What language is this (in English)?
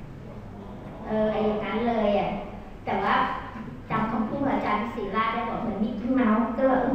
Thai